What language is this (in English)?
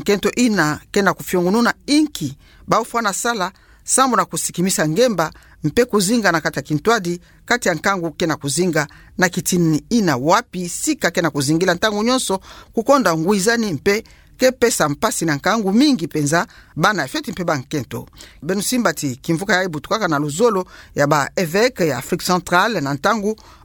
Kituba (Democratic Republic of Congo)